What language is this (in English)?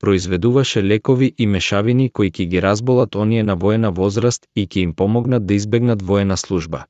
Macedonian